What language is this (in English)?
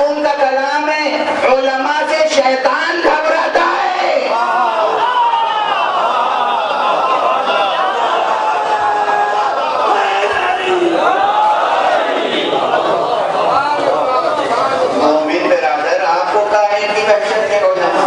Urdu